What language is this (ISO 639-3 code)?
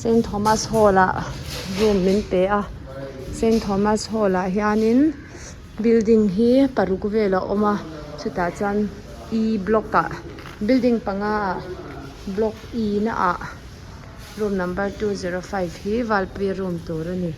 lus